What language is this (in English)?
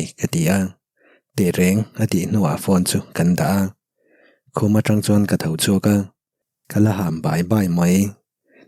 Mizo